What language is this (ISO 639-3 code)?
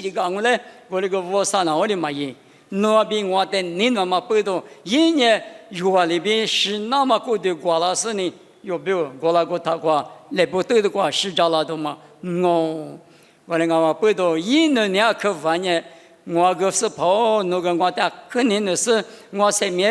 lis